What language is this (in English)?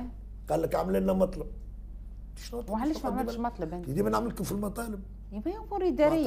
Tunisian Arabic